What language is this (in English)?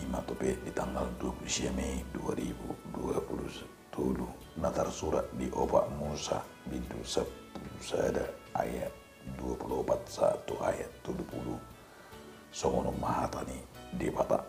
Batak Toba